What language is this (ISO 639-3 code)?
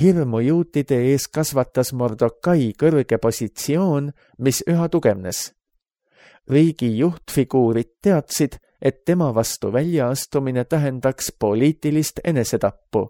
est